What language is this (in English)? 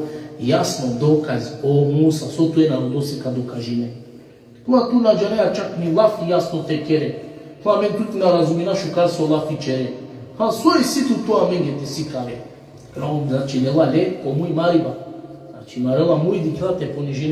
Balkan Romani